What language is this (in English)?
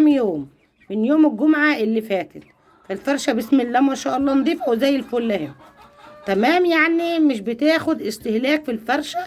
Egyptian Arabic